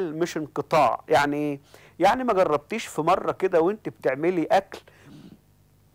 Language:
Egyptian Arabic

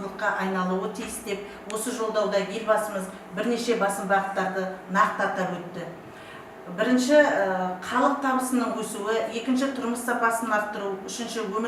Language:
Kazakh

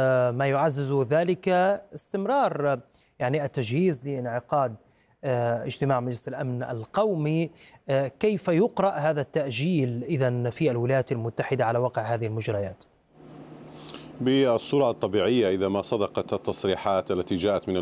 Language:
Arabic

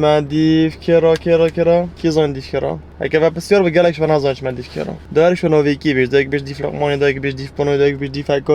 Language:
Kurdish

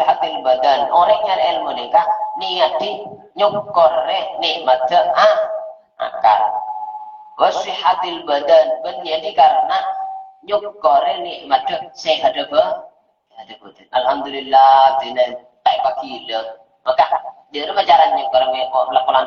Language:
Madurese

